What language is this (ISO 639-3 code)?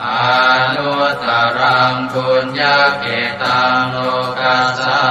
pli